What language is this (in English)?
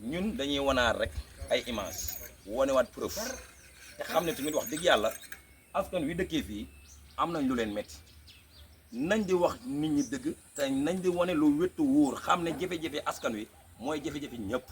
Wolof